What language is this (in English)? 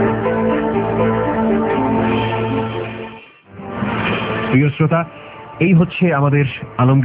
Bangla